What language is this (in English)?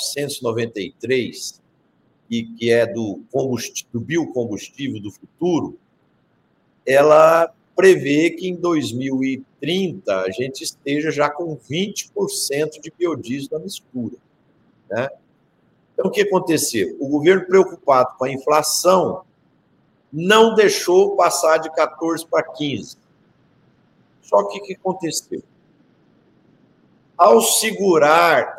Portuguese